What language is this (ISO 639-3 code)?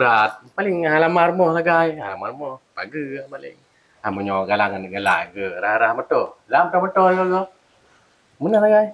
ace